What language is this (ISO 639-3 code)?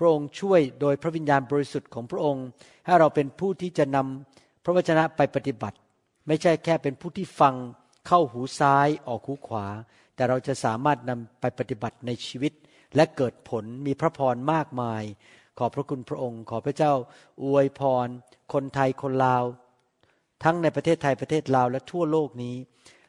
tha